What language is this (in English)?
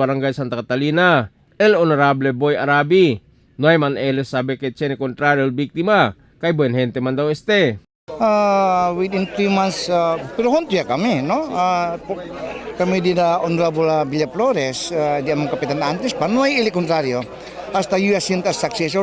Chavacano